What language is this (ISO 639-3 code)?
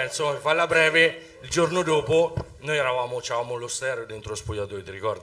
ita